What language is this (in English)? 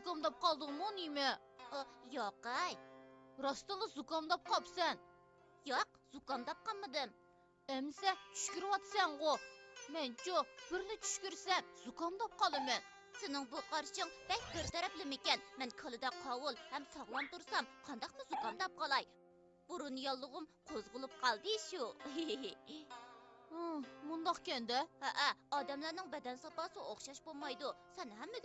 Uyghur